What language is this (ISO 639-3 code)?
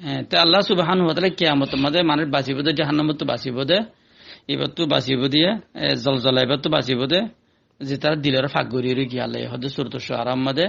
rhg